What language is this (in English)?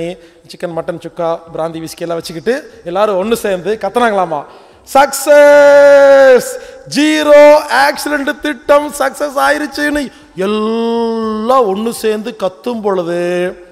Tamil